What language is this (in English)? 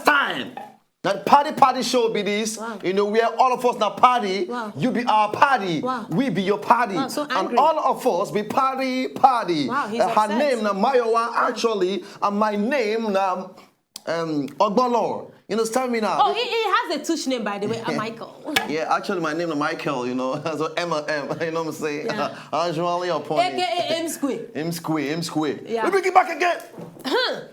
Nigerian Pidgin